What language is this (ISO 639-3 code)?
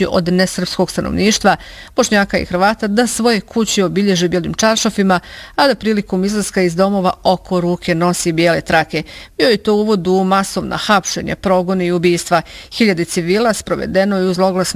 bos